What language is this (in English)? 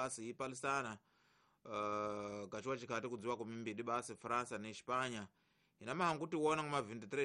Tsonga